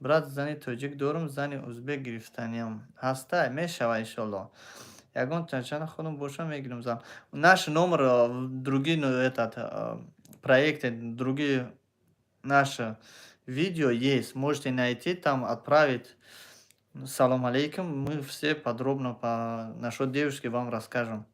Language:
Tajik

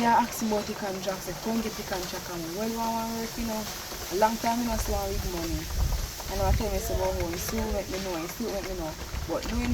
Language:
Jamaican Creole English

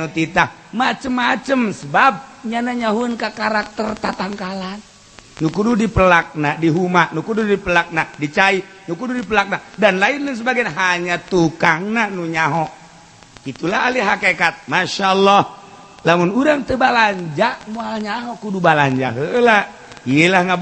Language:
Sundanese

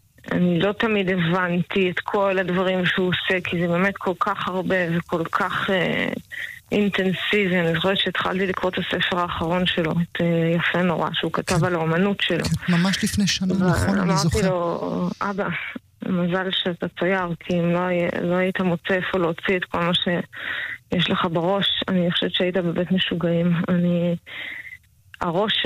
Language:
Hebrew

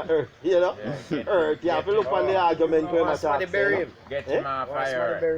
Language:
Jamaican Creole English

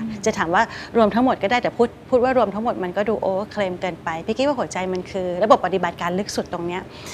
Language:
Thai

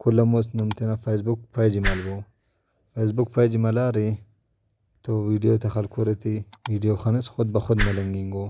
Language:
Brahui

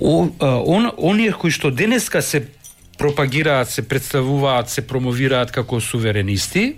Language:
Macedonian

